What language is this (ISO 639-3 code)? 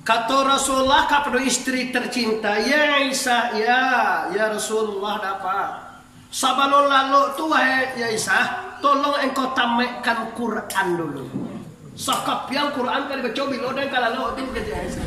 min